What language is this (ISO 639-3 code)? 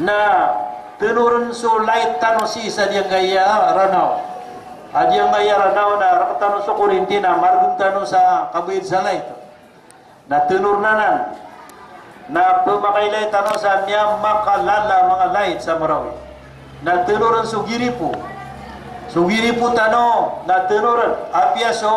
mrw